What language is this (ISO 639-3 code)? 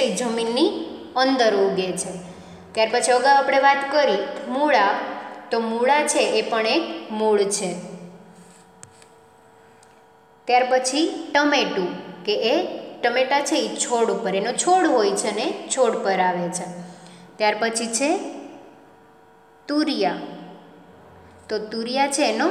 guj